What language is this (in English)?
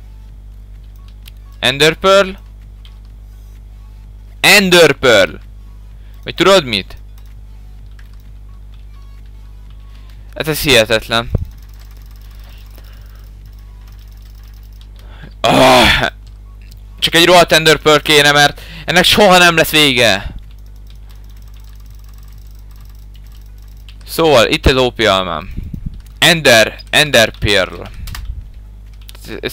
Hungarian